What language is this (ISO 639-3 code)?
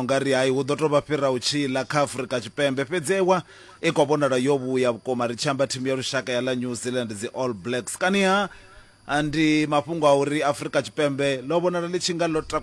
ven